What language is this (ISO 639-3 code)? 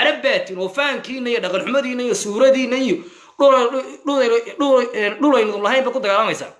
som